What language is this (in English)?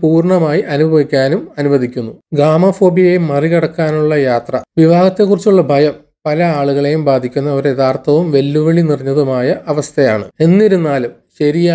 Malayalam